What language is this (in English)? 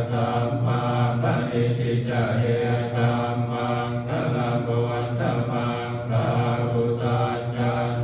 Pali